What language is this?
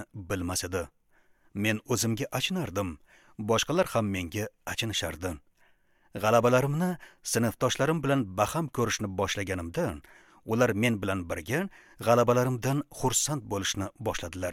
Uzbek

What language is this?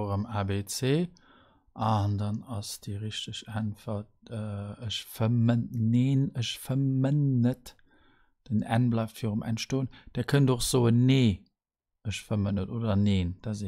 Luxembourgish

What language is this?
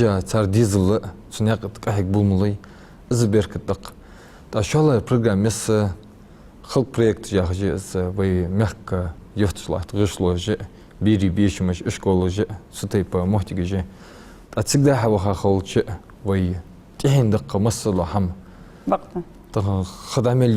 Ingush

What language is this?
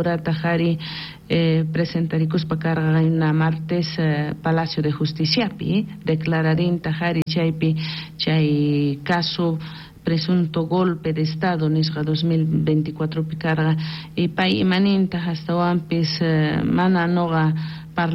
South Bolivian Quechua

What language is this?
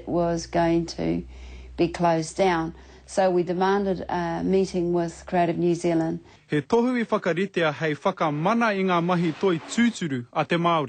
Māori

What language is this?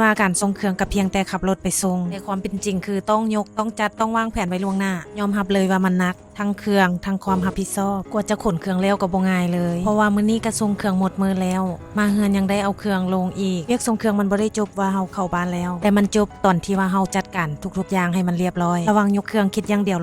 Lao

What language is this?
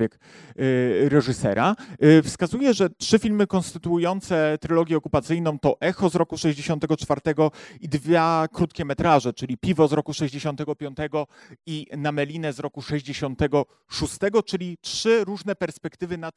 Polish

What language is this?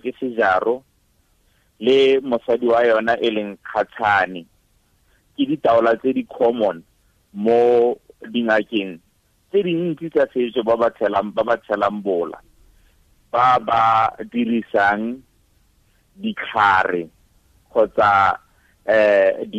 Tswana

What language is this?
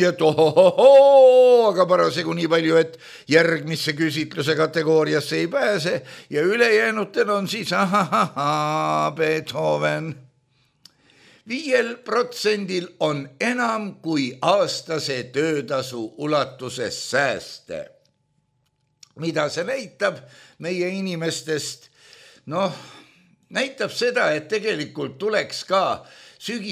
Estonian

